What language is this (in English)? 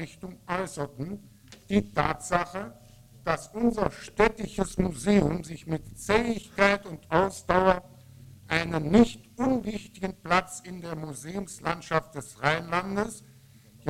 German